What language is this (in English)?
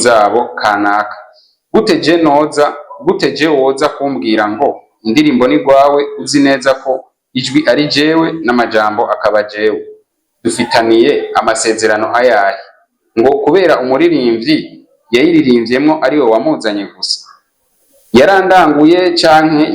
Rundi